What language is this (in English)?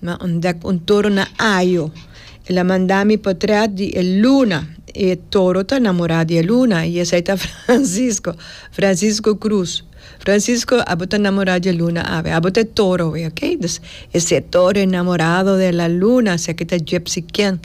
Papiamento